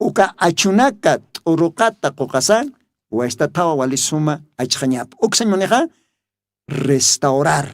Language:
Aymara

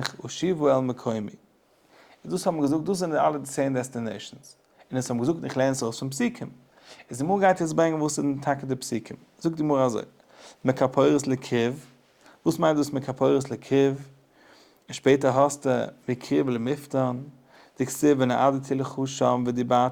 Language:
Yiddish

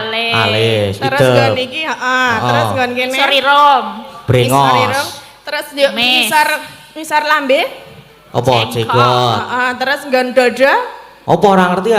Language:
Javanese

